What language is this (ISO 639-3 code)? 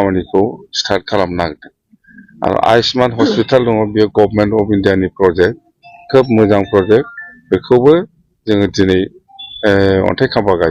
brx